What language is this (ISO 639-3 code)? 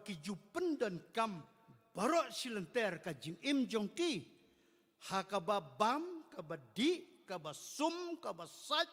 kha